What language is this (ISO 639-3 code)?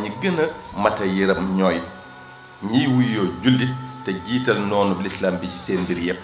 wol